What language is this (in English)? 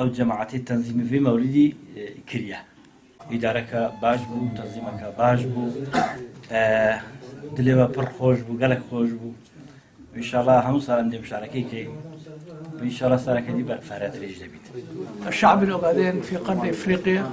Kurdish